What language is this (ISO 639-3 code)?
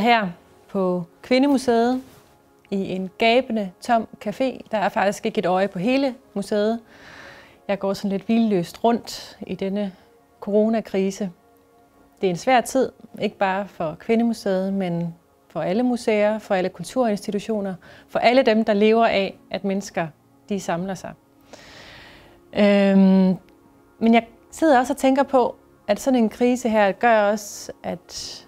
dan